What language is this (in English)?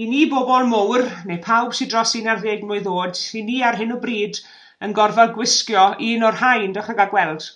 Welsh